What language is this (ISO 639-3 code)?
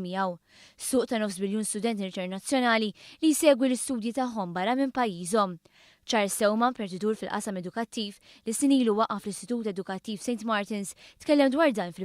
mlt